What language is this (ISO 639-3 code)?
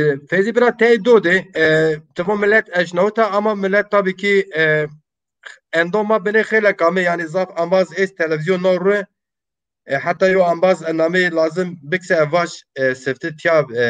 zza